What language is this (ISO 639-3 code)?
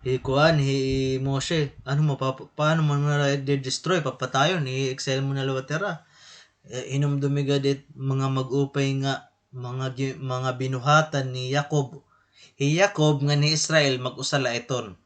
war